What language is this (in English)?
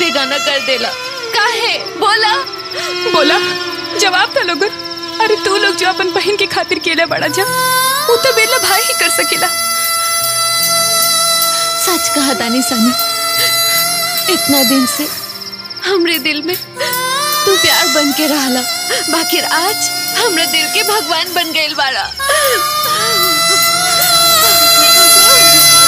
Bhojpuri